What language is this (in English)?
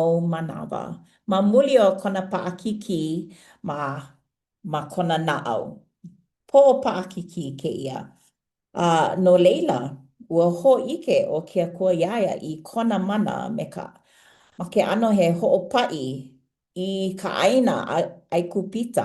Hawaiian